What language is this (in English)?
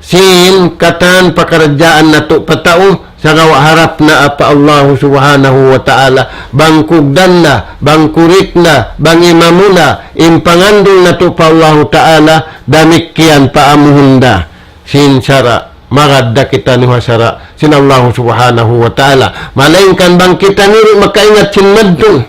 Tausug